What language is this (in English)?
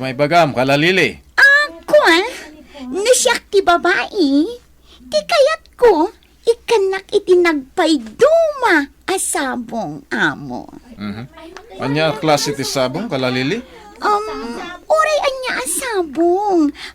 Iloko